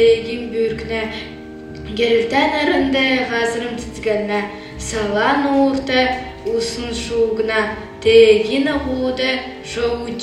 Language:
Kalmyk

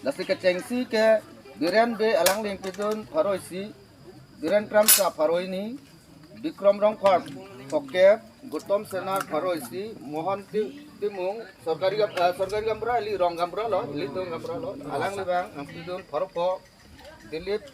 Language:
Karbi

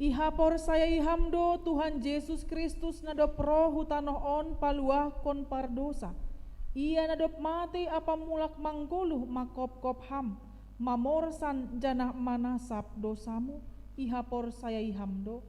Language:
Batak Simalungun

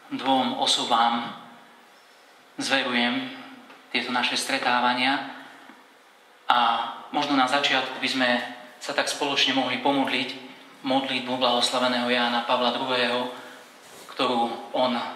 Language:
Slovak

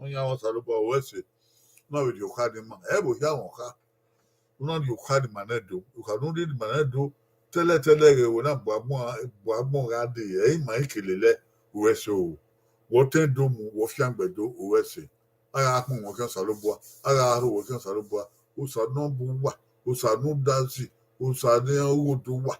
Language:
Bini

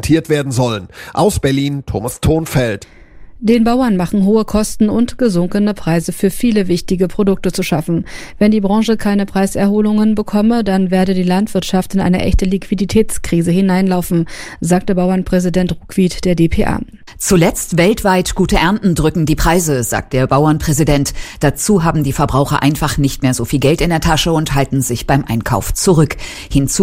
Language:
German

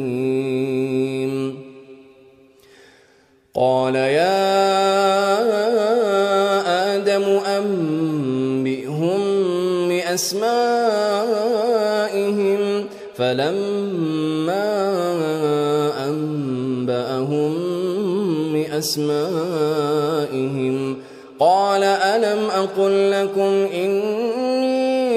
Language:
Arabic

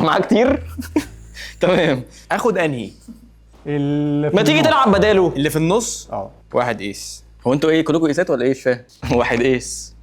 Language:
Egyptian Arabic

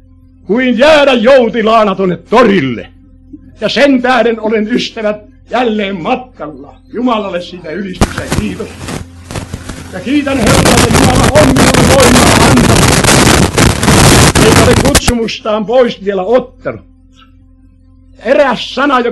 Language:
Finnish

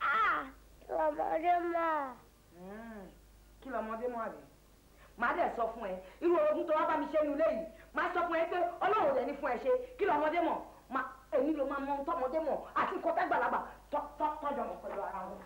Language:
Yoruba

